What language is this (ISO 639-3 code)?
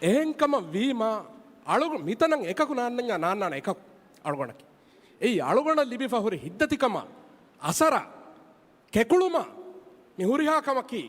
div